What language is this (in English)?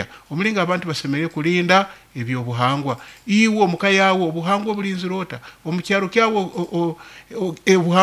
Nyoro